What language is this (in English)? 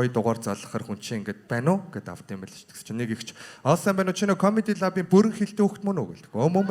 Mongolian